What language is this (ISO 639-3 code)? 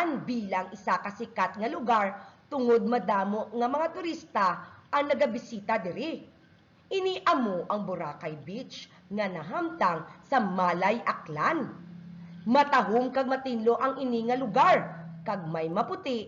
hil